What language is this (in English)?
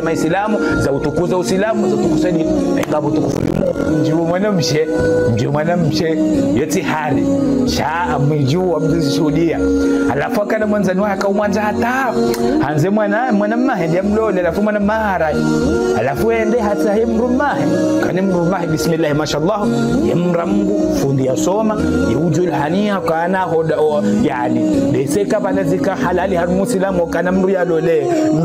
Ngazidja Comorian